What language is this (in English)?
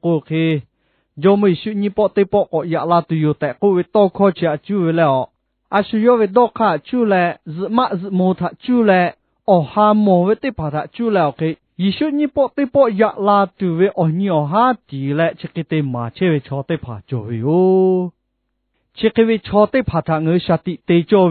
Lahu